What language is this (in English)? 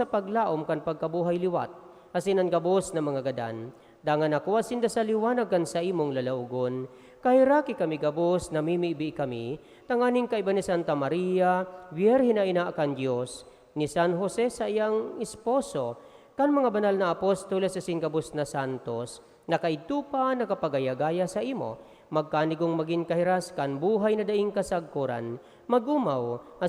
Bikol